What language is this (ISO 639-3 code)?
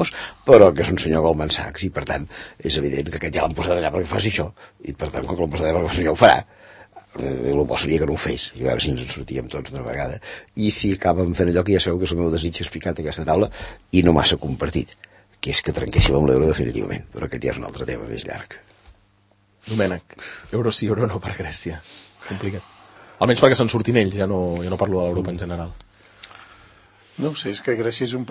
cat